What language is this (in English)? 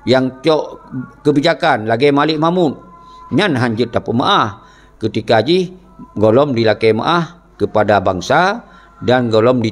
Achinese